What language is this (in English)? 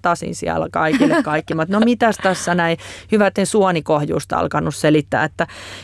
Finnish